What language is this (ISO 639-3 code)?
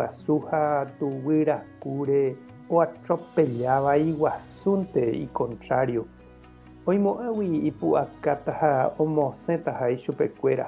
grn